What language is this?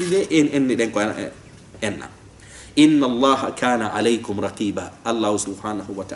Fula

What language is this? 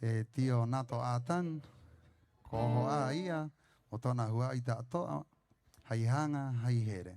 Rapanui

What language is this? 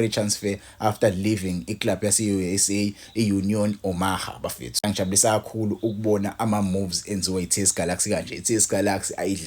Zulu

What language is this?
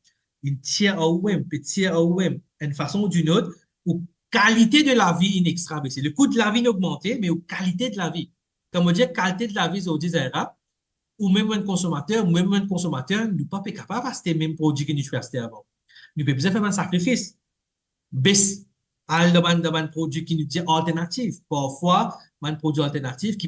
Morisyen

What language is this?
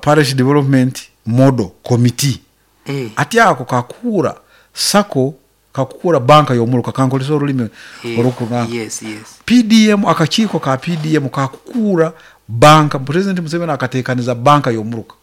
Nyankole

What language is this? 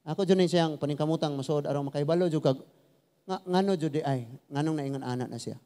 Cebuano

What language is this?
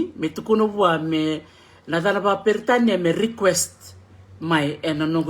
Fijian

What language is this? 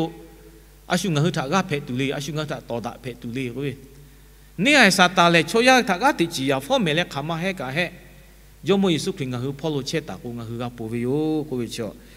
Lahu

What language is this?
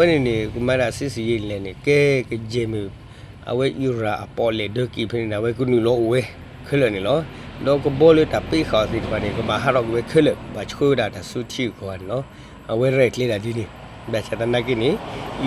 S'gaw Karen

